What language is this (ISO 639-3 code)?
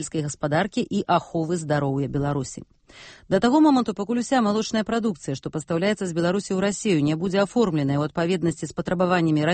bel